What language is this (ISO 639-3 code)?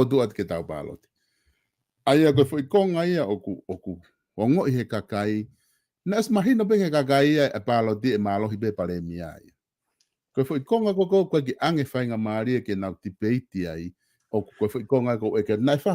ton